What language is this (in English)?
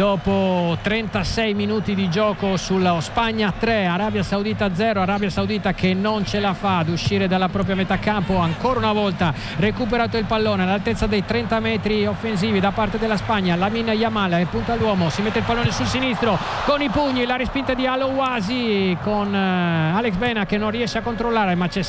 Italian